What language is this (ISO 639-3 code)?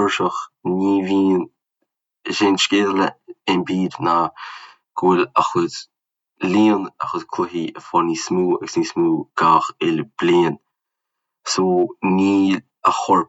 gle